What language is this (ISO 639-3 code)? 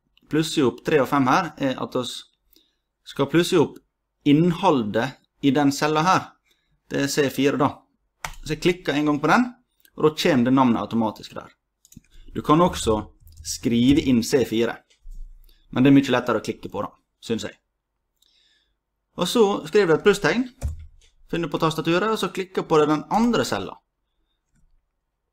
nor